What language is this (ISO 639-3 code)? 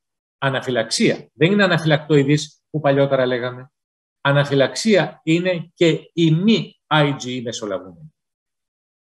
ell